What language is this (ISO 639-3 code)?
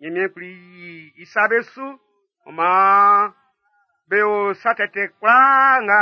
bci